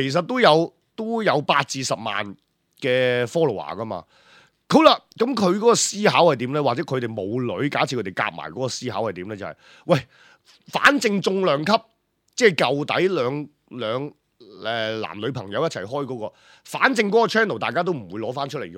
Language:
Cantonese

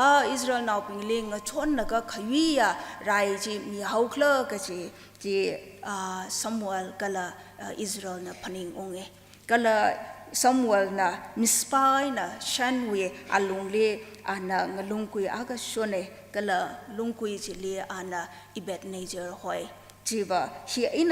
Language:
Tangkhul Naga (India)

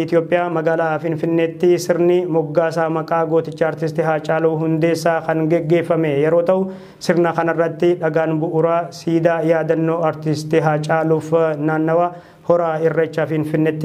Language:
Oromo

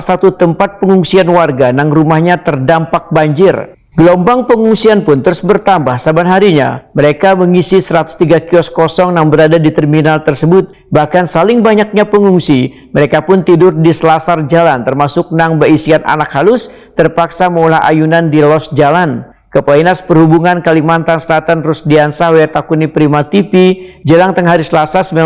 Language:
Banjar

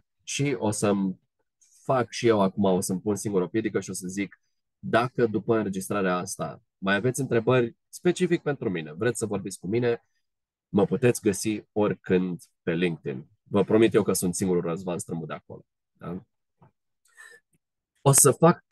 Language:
Romanian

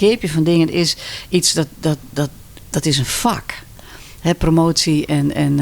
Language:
Western Frisian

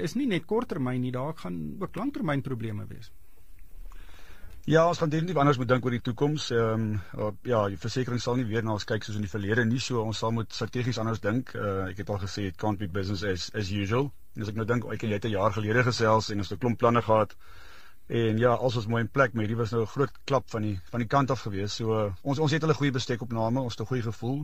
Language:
Afrikaans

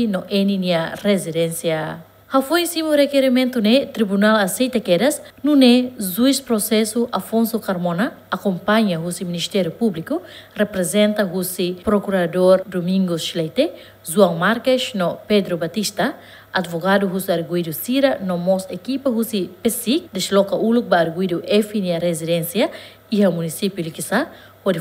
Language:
Tetum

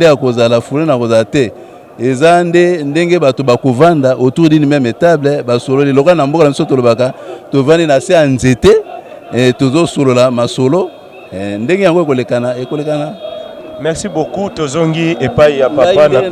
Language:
Lingala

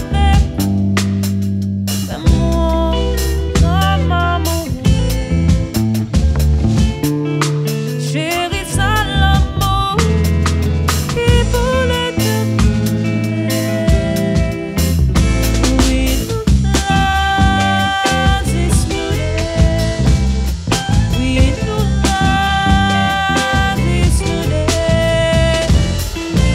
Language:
French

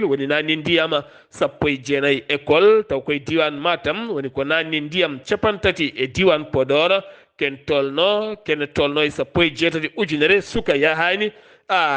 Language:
Fula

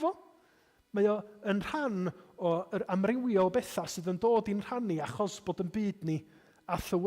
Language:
Welsh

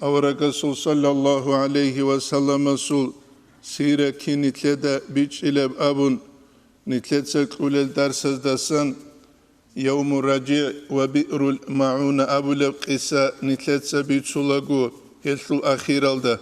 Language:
Avaric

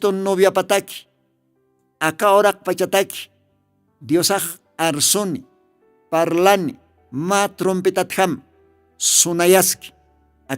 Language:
Aymara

